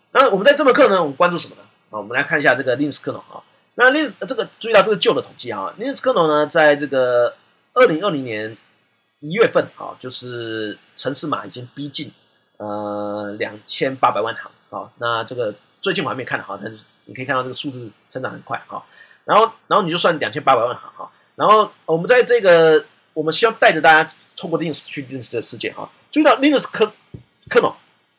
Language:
Chinese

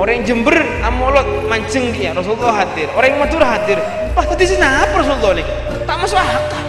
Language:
Madurese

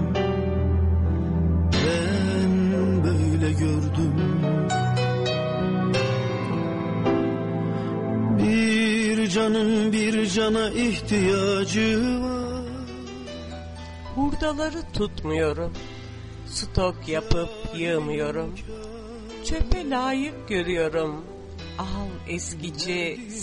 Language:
Turkish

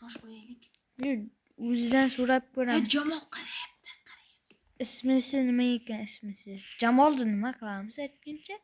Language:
Uzbek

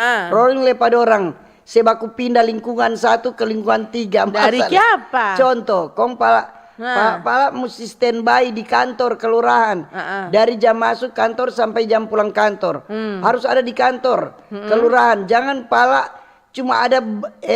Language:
Manado Malay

